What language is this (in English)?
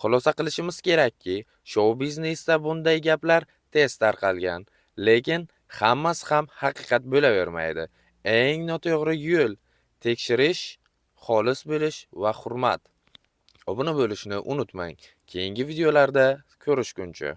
Uzbek